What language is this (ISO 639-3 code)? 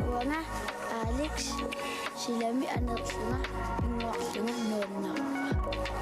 kal